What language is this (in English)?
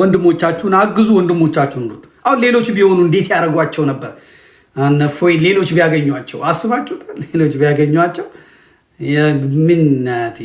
Amharic